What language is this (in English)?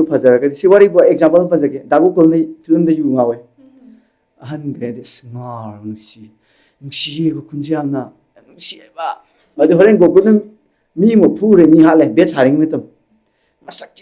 Manipuri